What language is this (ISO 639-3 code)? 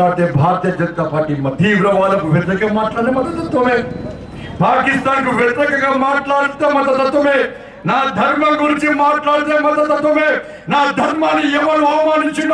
tel